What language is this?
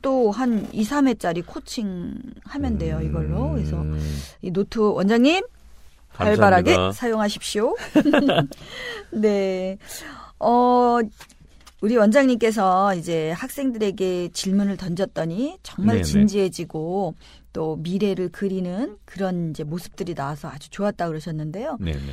Korean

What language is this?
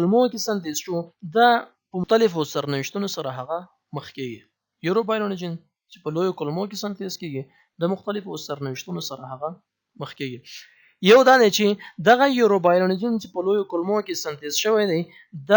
Pashto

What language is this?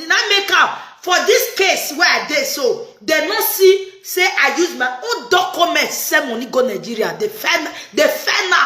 Nigerian Pidgin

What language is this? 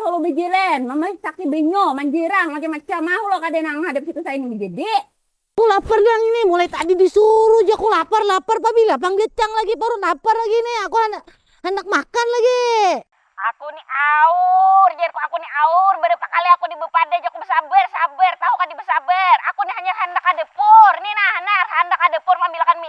Banjar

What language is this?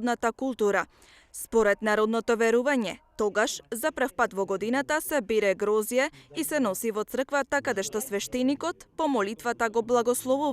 Macedonian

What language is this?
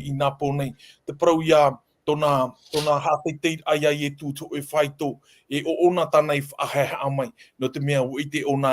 Tahitian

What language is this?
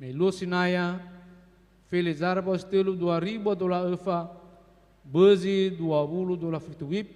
Nias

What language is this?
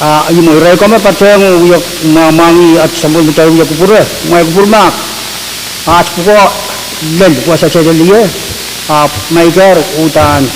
Pohnpeian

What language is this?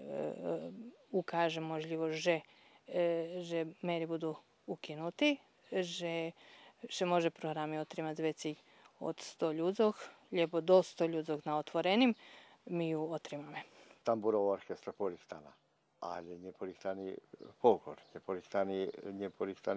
Rusyn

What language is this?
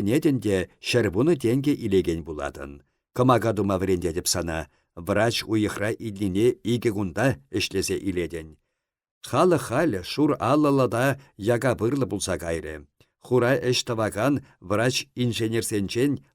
Chuvash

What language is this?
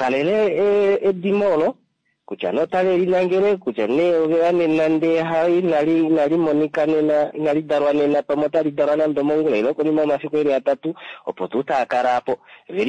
Kuanyama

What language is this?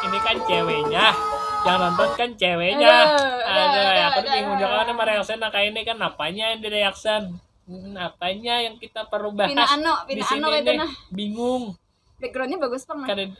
Banjar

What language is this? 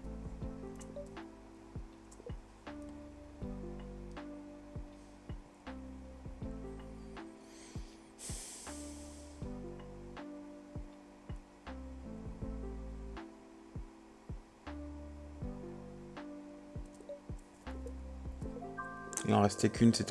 French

